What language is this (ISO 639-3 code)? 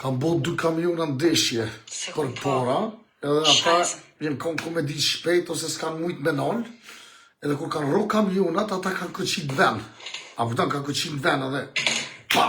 sqi